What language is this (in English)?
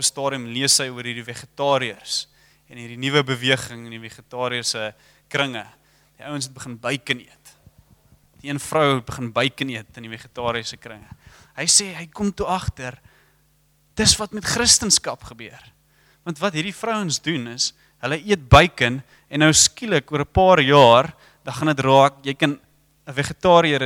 Afrikaans